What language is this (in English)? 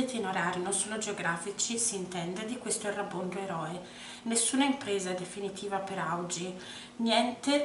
Italian